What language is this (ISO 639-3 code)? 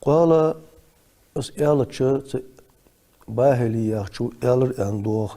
inh